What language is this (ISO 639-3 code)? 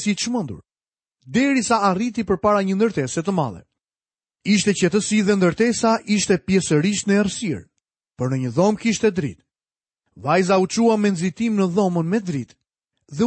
sqi